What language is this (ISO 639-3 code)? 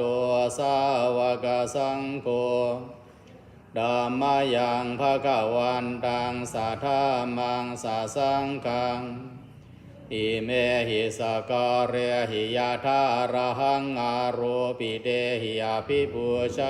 pli